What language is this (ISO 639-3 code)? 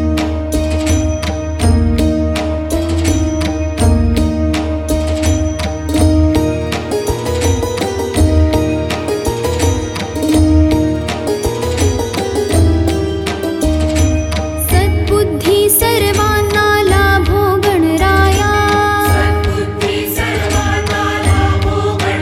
mar